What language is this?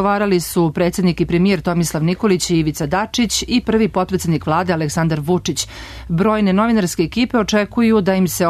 Serbian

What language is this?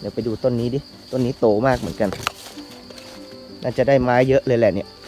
Thai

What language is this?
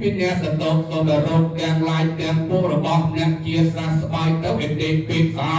Khmer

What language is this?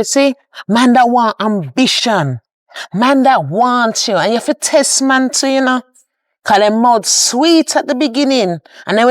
Jamaican Creole English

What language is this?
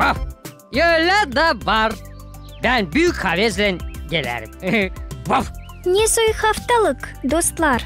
Gagauz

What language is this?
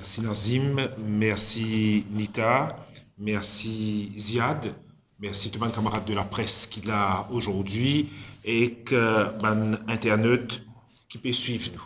Morisyen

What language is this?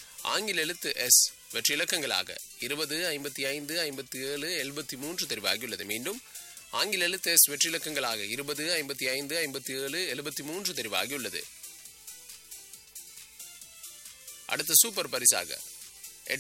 Tamil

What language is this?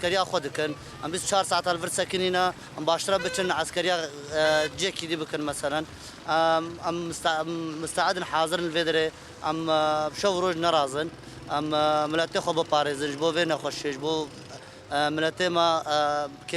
Kurdish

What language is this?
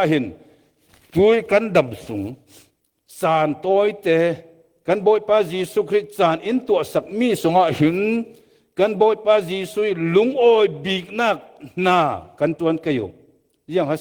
Falam Chin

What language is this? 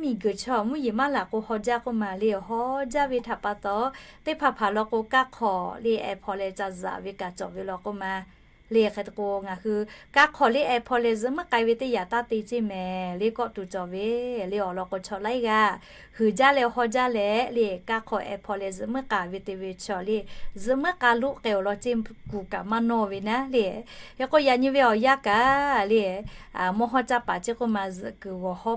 Lahu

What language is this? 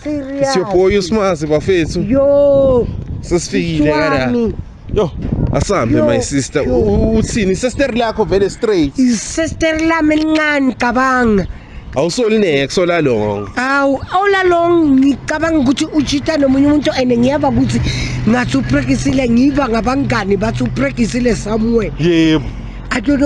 Zulu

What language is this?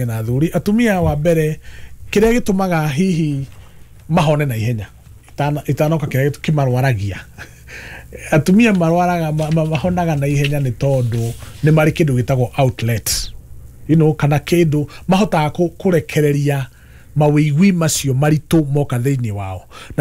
Kikuyu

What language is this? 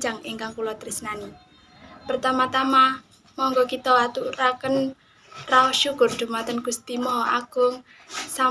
Javanese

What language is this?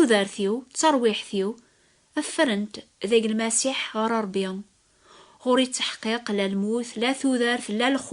Kabyle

